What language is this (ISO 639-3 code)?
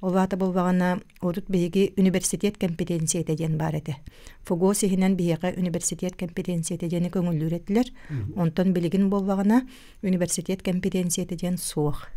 sah